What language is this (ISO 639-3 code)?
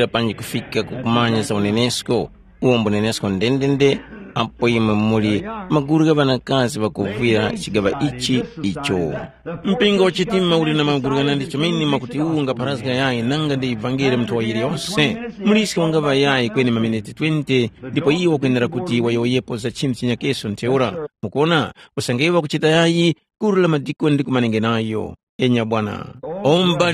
tum